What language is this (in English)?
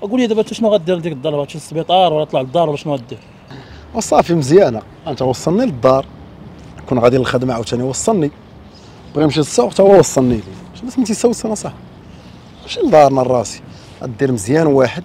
Moroccan Arabic